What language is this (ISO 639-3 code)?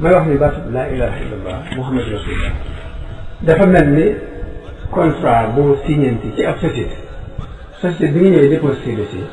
wol